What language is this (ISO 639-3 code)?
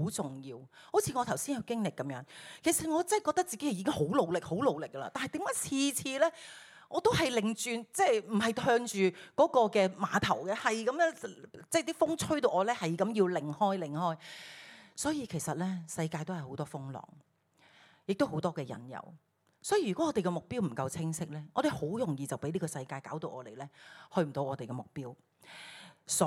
yue